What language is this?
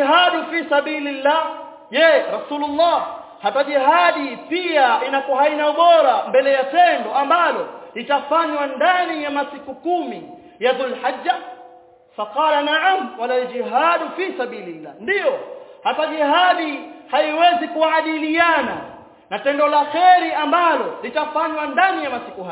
Swahili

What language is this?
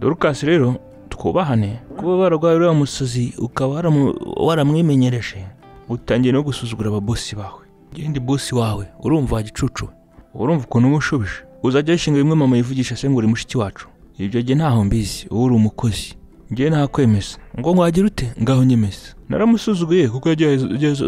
Kinyarwanda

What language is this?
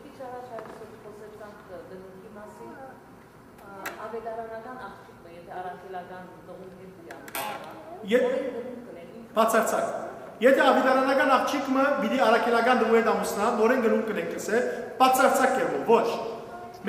Western Armenian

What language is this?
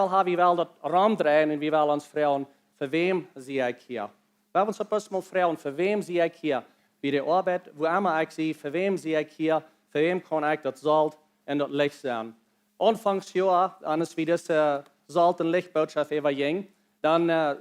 Plautdietsch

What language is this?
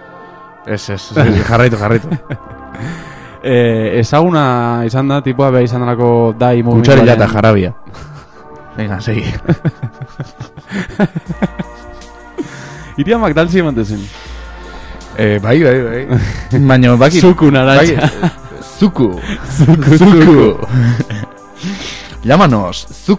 Basque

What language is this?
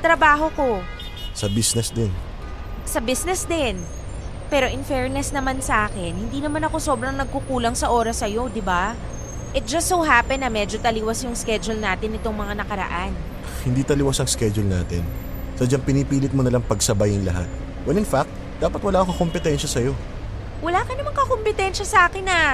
Filipino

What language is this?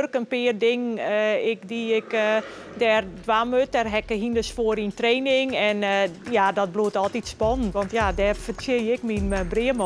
Western Frisian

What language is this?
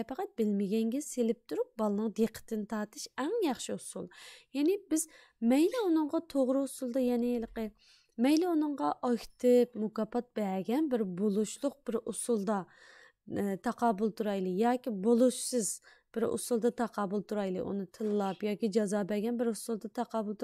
Uyghur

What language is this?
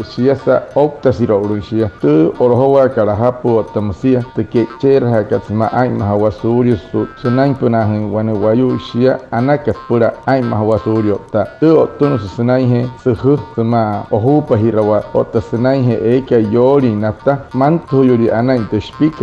Wayuu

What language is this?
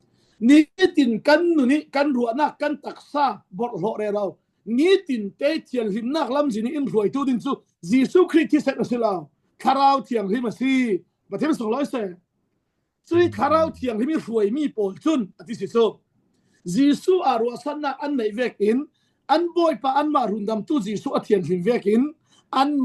Falam Chin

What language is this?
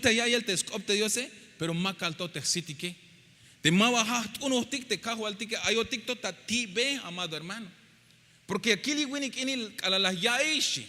Tzeltal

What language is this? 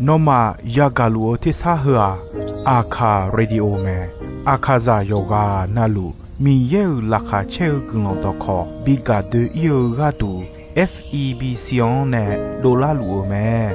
Akha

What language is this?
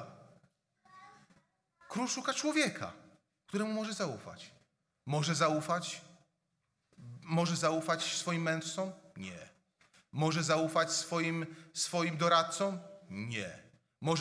Polish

